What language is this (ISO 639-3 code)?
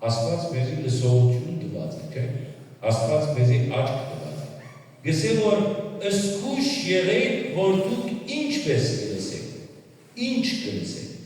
hyw